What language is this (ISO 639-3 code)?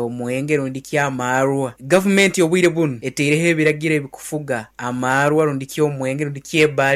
nyo